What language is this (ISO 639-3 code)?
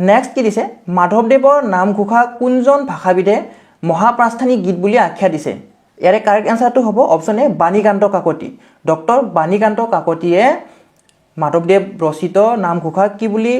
asm